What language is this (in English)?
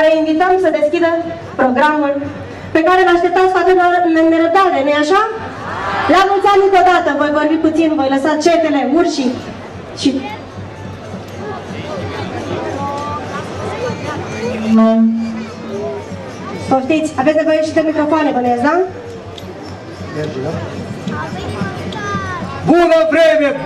Romanian